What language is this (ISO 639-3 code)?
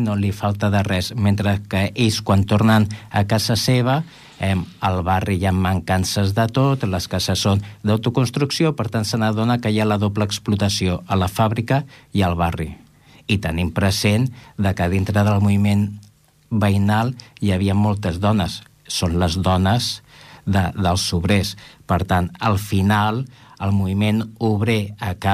cat